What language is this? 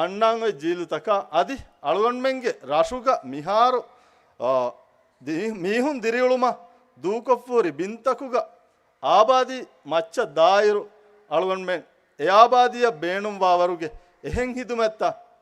Divehi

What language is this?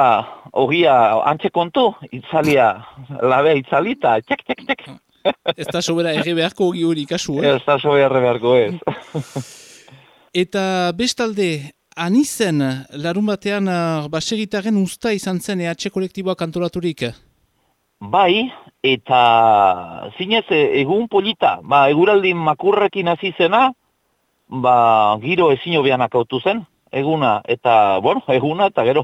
Basque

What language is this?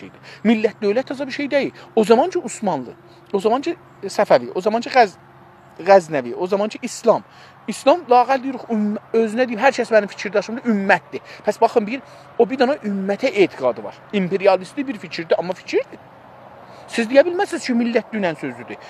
South Azerbaijani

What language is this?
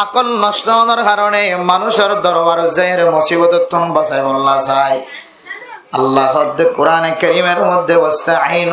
Rohingya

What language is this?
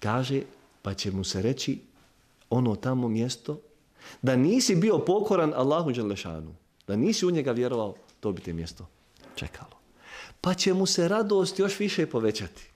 Bosnian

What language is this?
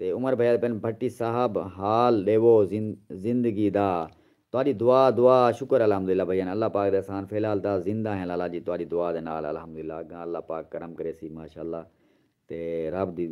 Saraiki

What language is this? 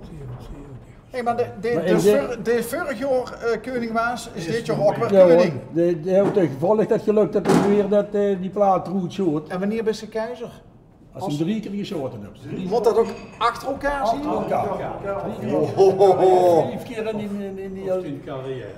Limburgish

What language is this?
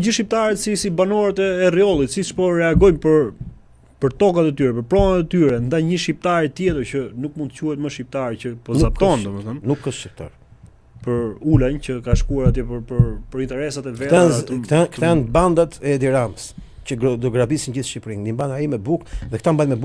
Albanian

